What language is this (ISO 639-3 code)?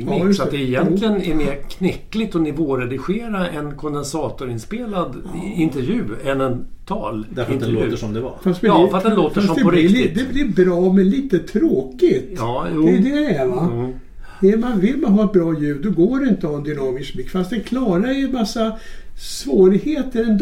swe